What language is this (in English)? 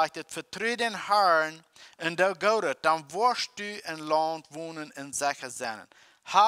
Plautdietsch